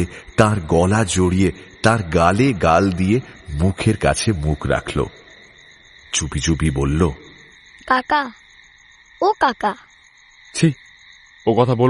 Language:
Bangla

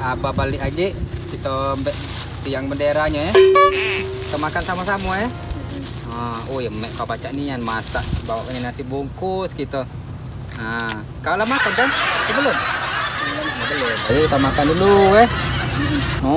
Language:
Musi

